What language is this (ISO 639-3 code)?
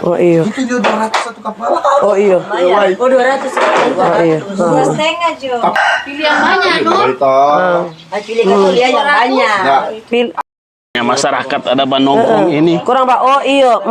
xmm